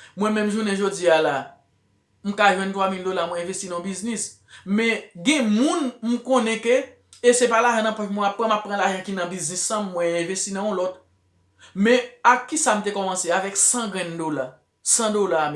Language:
Haitian Creole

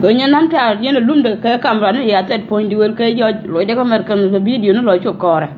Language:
Nuer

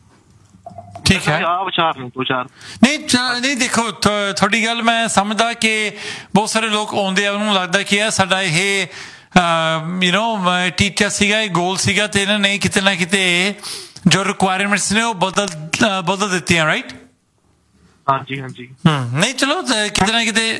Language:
Punjabi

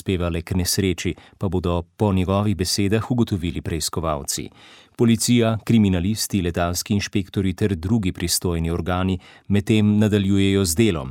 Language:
Slovenian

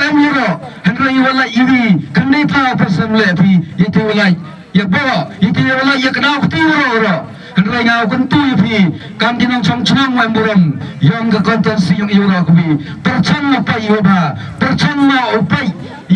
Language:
Khasi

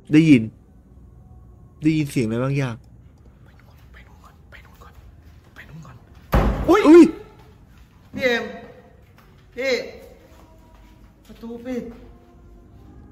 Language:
Thai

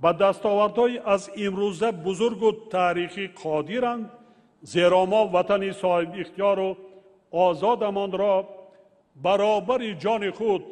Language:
Tajik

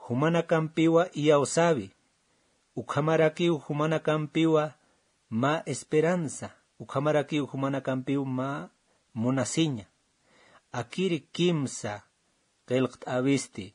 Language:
Aymara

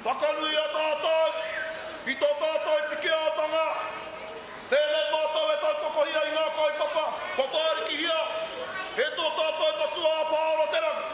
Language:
Māori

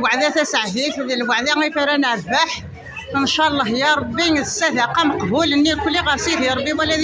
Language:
Kabyle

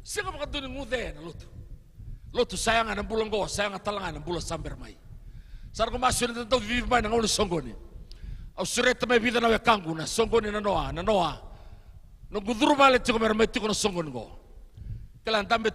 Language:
Fijian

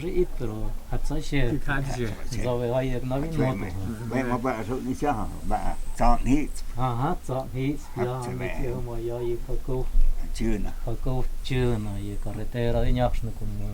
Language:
Totontepec Mixe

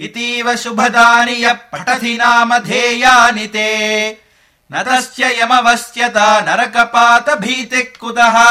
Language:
Sanskrit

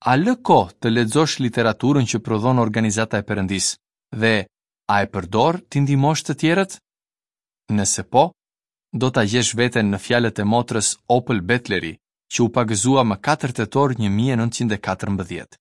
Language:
Albanian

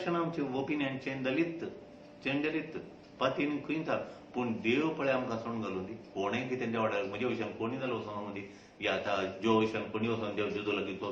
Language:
Konkani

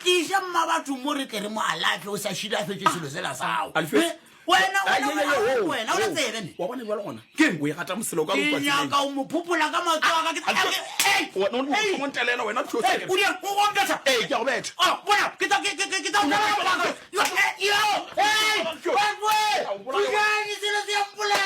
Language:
Northern Sotho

